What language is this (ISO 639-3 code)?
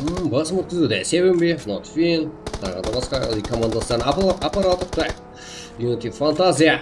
kaa